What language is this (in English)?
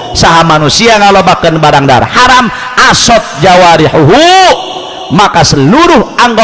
Sundanese